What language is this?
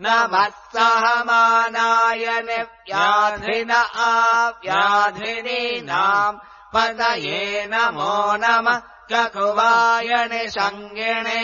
Sanskrit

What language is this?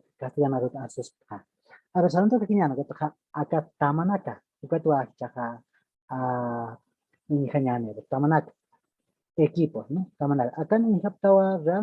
Aymara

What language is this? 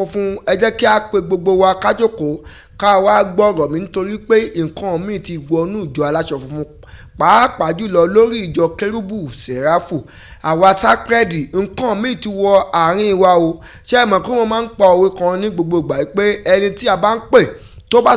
Yoruba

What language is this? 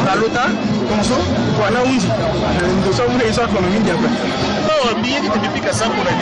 Sango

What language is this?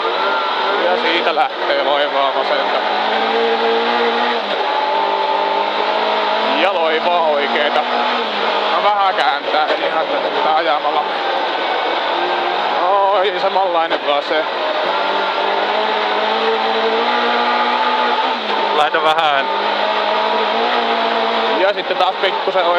Finnish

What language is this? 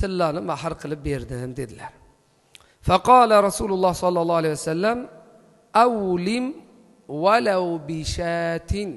Uzbek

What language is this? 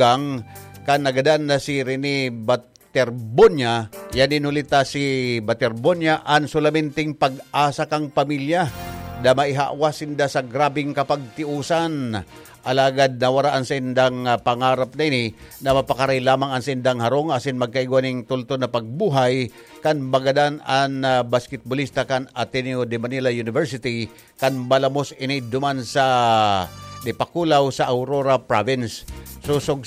Bikol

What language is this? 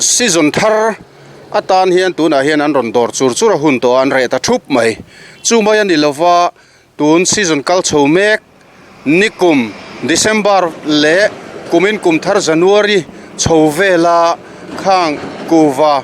Mizo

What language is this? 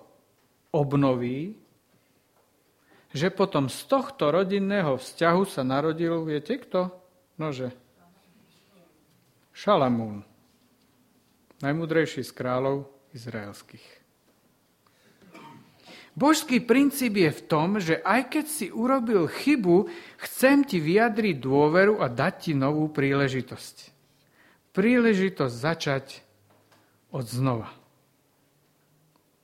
Slovak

